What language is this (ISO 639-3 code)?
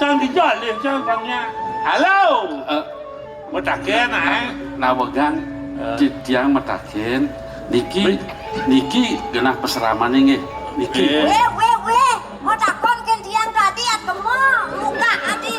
ban